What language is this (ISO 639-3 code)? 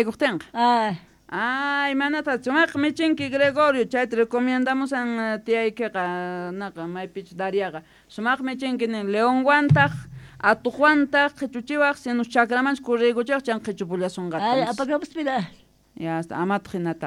quh